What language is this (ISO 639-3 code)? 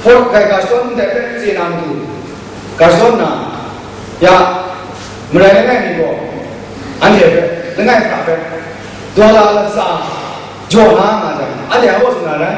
kac